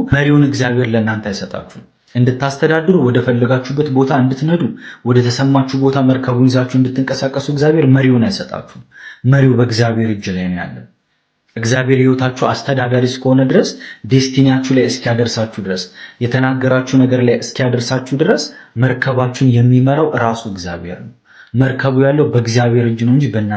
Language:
Amharic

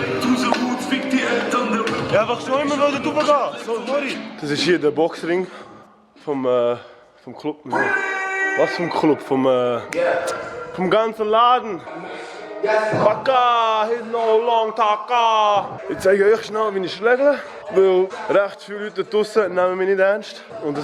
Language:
Swiss German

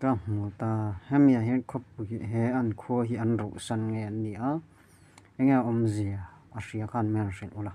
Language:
Mizo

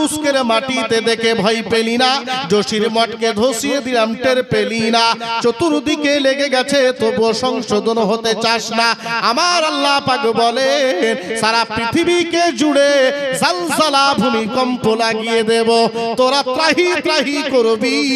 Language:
Bangla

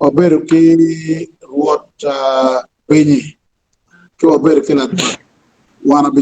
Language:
Acoli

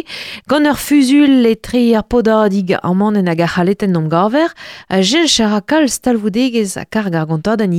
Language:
Breton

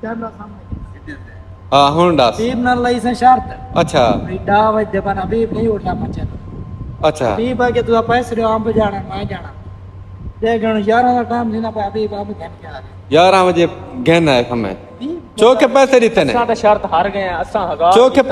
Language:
Saraiki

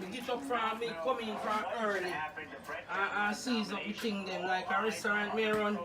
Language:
Jamaican Creole English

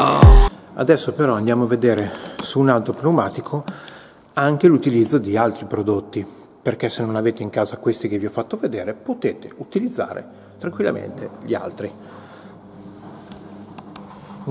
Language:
Italian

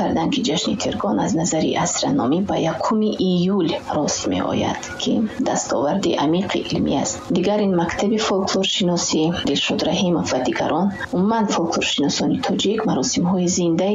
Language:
Tajik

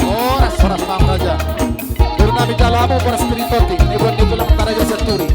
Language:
Batak Toba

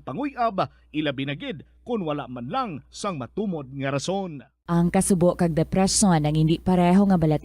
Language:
Hiligaynon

